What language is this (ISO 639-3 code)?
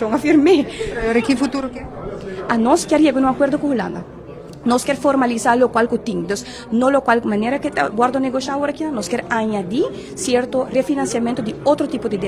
pap